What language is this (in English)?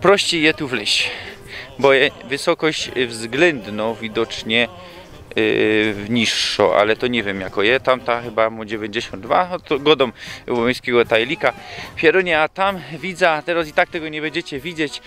Silesian